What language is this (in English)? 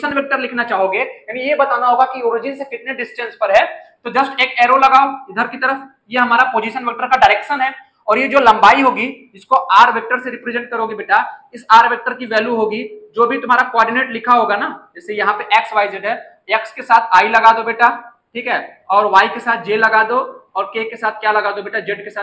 Hindi